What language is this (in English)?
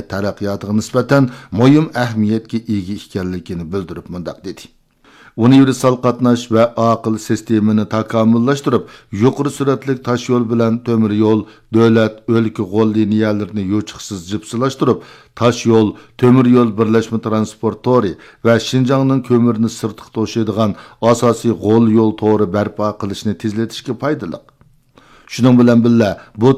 Uyghur